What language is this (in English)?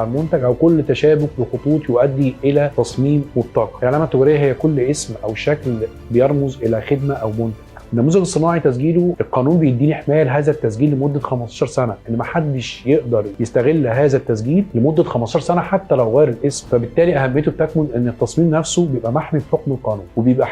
Egyptian Arabic